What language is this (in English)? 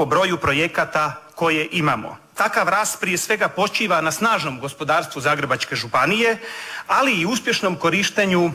Croatian